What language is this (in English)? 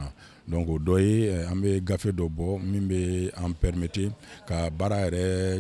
Bambara